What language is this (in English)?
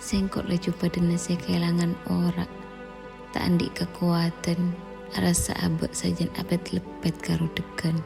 Madurese